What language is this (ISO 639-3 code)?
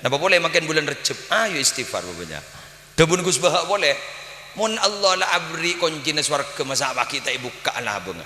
mad